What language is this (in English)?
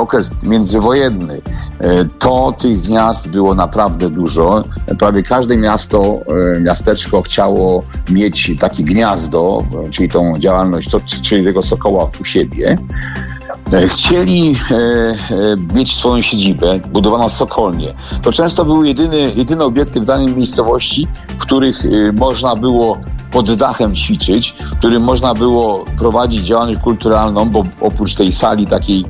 Polish